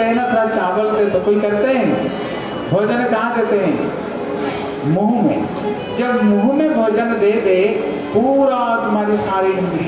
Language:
Hindi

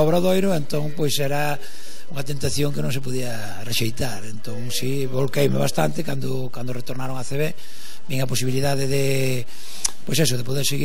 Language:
Galician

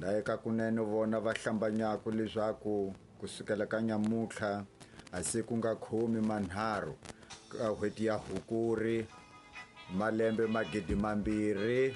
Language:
Tsonga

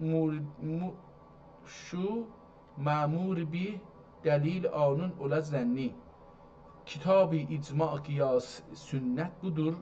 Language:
South Azerbaijani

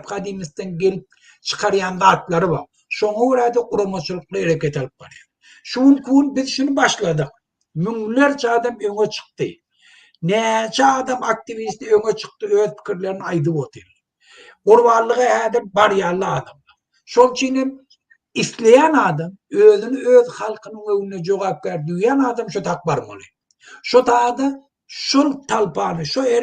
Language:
Turkmen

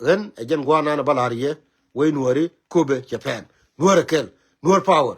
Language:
Nuer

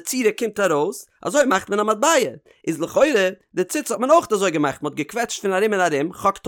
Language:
Yiddish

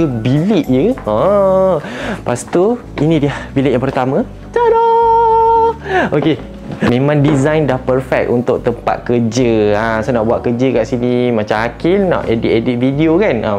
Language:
Malay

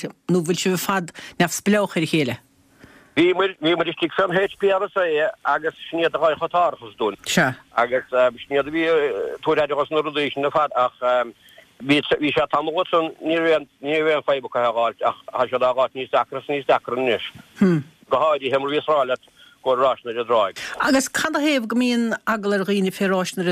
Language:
Irish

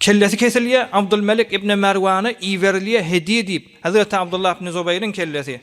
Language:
Turkmen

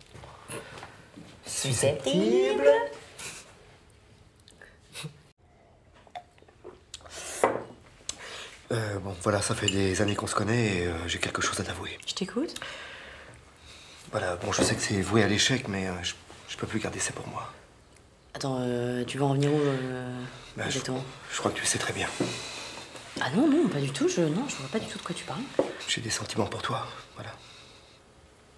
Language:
French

